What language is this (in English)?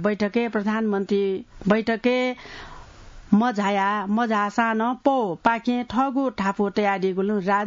Newari